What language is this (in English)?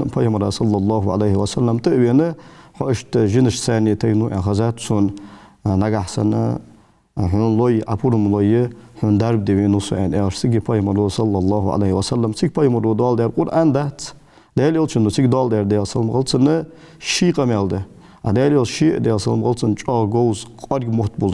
Ingush